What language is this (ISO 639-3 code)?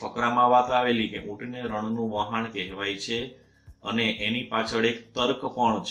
guj